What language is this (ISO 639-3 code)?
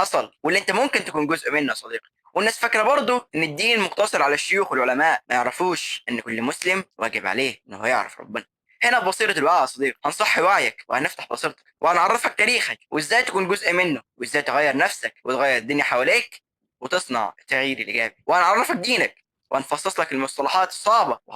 arz